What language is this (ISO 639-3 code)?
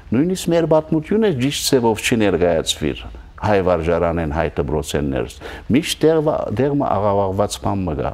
hyw